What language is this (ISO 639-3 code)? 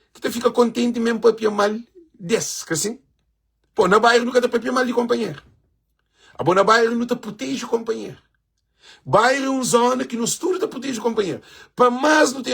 kea